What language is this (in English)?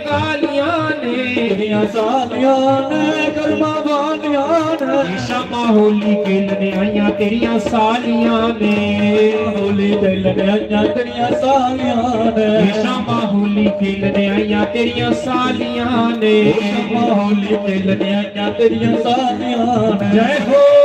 Dogri